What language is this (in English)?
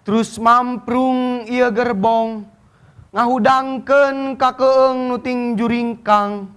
Sundanese